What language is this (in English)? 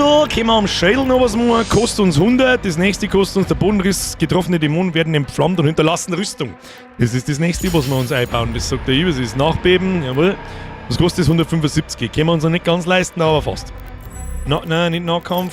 Bavarian